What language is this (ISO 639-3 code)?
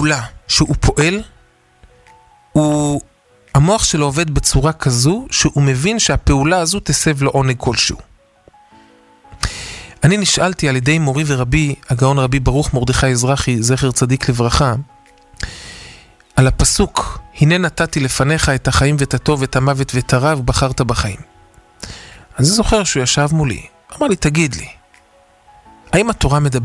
heb